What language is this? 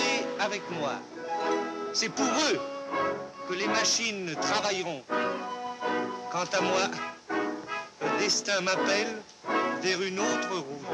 French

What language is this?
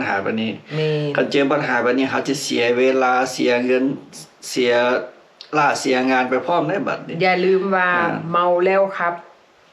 Lao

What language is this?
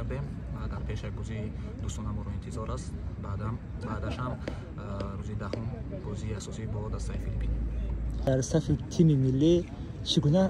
Tajik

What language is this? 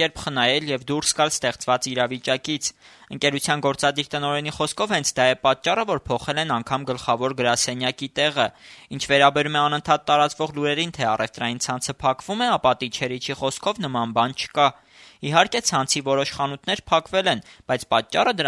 Armenian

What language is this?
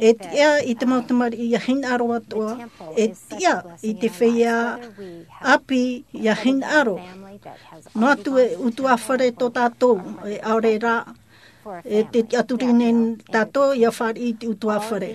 Tahitian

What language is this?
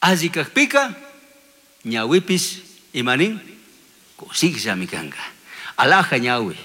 Chimborazo Highland Quichua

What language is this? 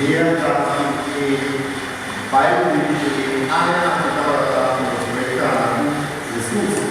Papiamento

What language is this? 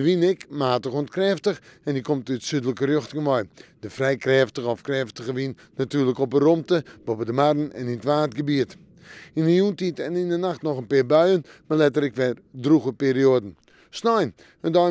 Western Frisian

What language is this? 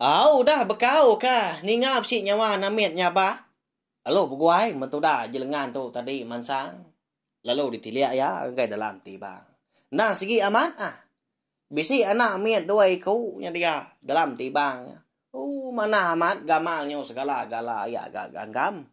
Iban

